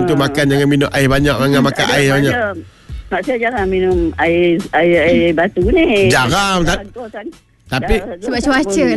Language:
Malay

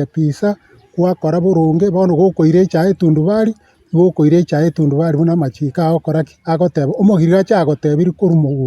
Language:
Gusii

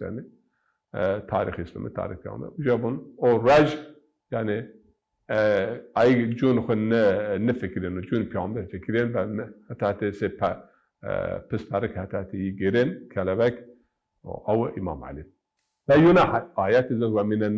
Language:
Zaza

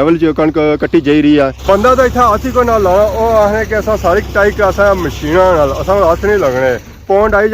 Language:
Pahari-Potwari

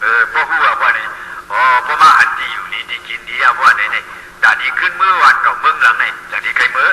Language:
Shan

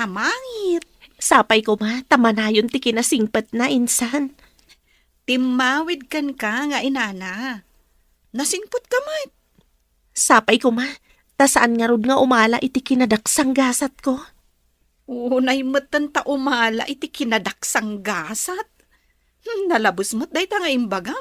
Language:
Iloko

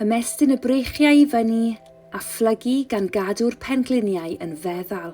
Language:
Welsh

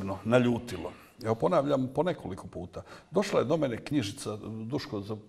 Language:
Bosnian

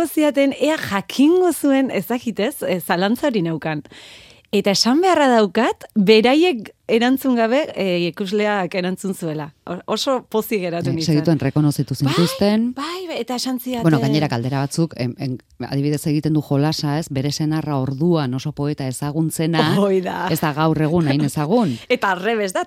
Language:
Basque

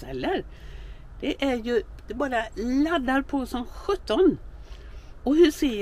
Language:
Swedish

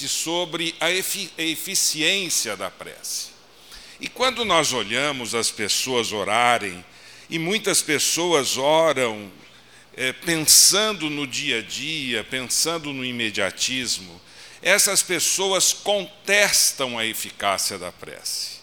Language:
Portuguese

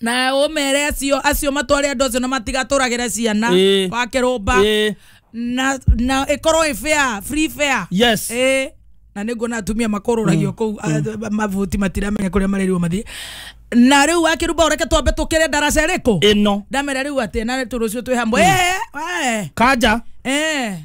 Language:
Kikuyu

